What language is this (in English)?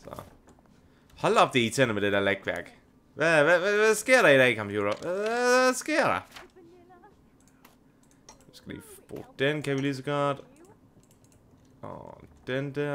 Danish